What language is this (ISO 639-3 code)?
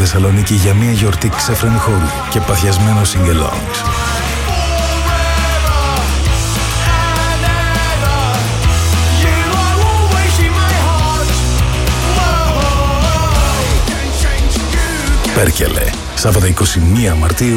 ell